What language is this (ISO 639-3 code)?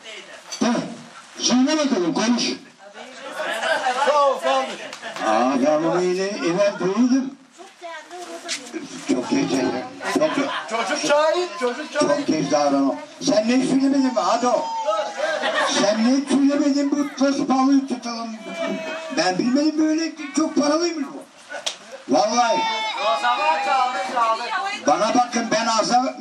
tur